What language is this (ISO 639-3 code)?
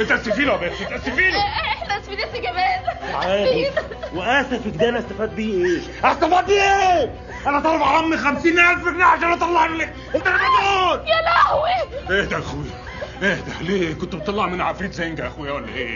arz